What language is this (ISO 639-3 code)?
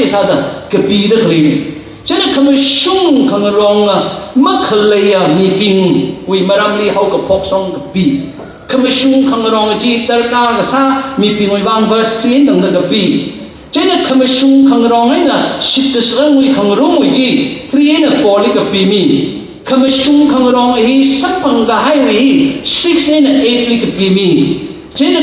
nmf